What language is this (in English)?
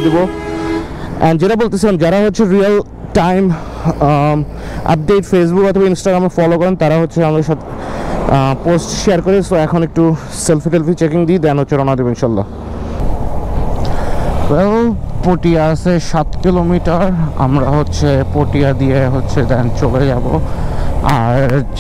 Bangla